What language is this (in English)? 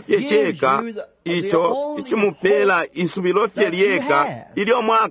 Bemba